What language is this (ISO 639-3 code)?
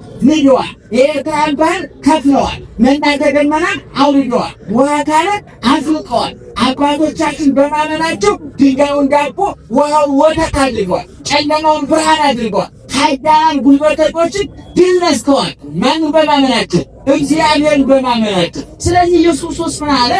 amh